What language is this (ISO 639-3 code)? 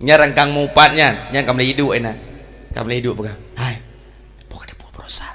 ace